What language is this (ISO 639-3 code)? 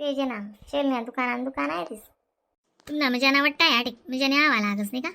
khn